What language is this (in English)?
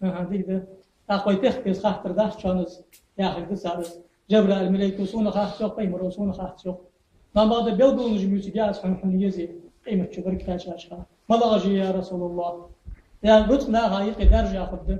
Ingush